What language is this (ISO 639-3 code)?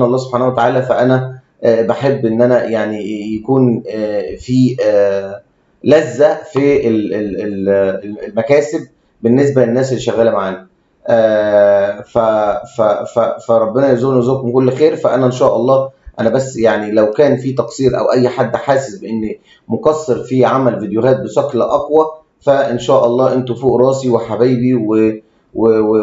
arz